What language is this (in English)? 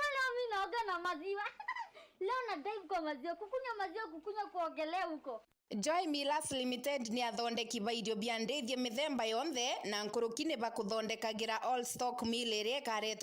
Meru